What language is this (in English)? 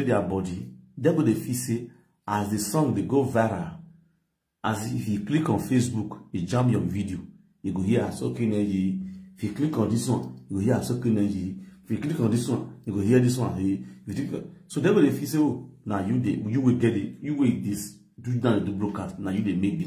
Nigerian Pidgin